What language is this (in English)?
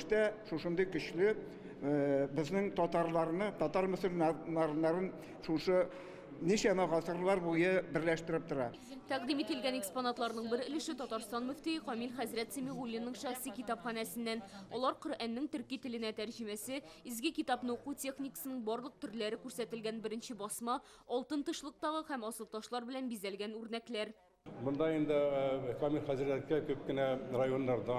Tatar